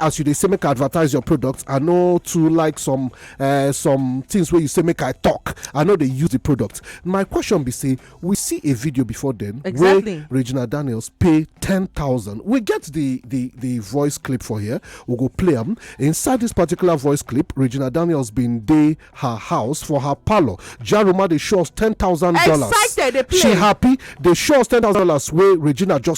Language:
Nigerian Pidgin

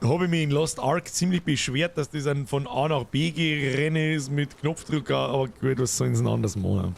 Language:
Bavarian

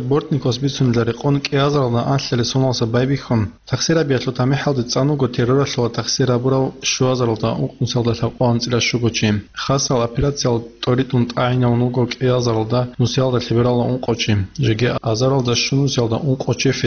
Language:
Avaric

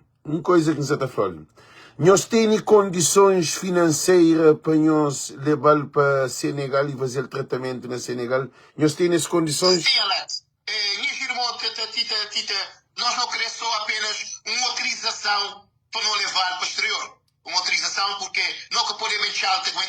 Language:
Kabuverdianu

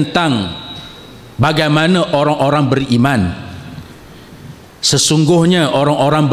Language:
Malay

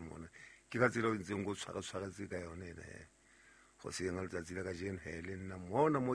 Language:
Southern Sotho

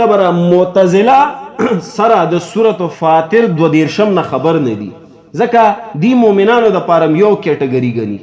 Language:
Pashto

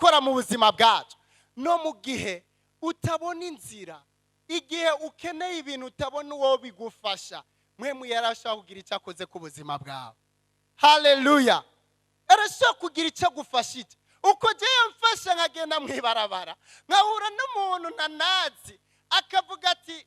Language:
Rundi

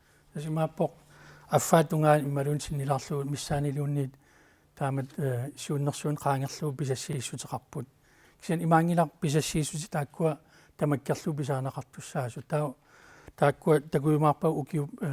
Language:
Kalaallisut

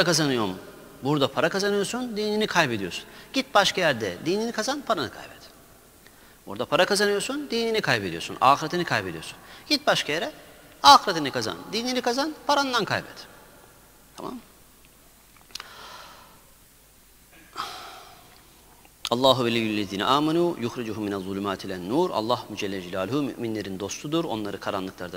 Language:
Turkish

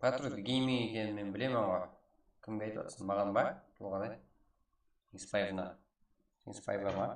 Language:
Kara-Kalpak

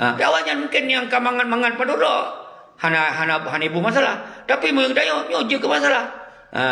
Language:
Achinese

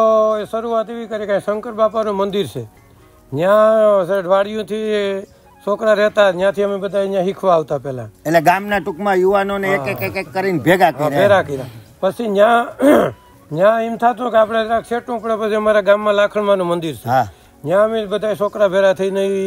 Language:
Gujarati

